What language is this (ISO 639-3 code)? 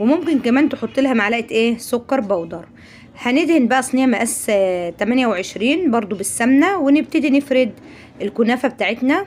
arz